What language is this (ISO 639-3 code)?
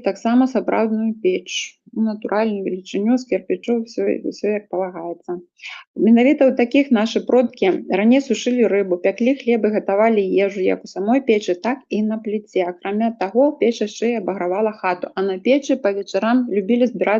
bel